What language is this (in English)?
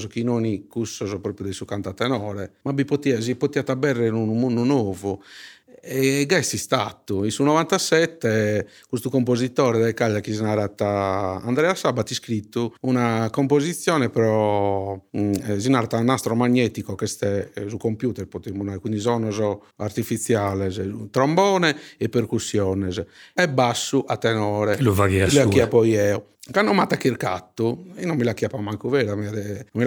Sardinian